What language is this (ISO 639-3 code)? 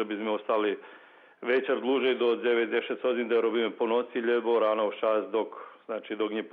rue